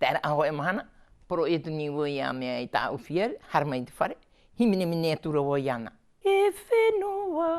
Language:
Tahitian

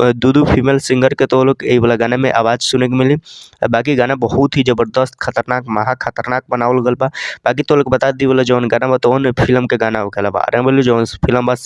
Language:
Bhojpuri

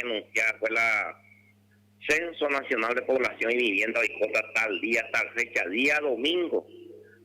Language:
Guarani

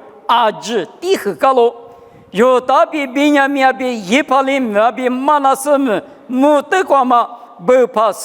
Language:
Lisu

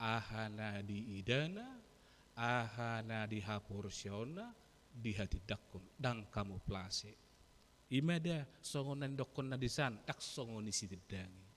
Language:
Batak Toba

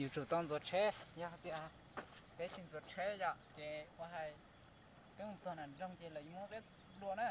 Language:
Hmong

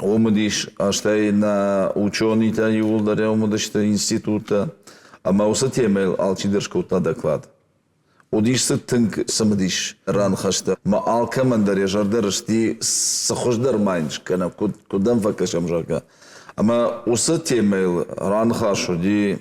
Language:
Ossetic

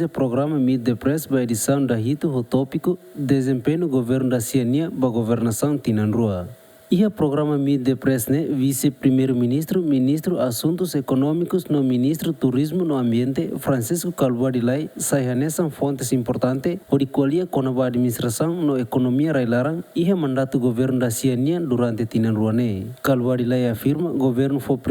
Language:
Tetum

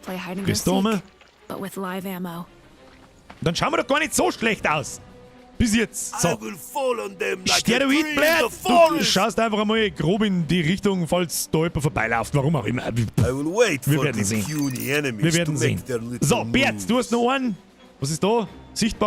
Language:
Bavarian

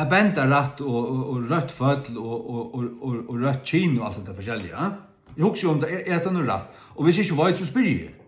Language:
Faroese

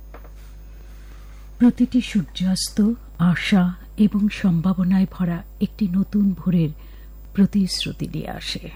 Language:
Bangla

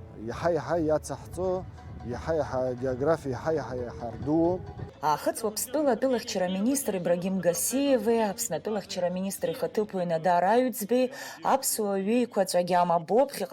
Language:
Abkhazian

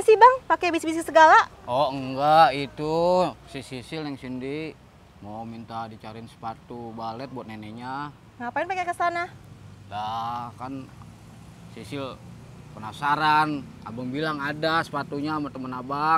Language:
Betawi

